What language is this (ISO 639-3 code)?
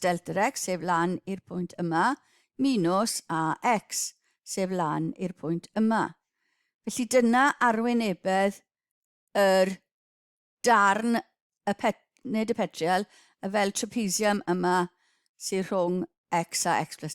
cym